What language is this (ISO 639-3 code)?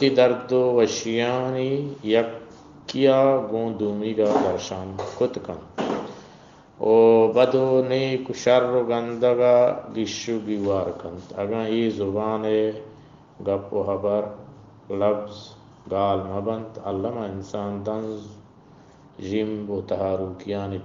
bgp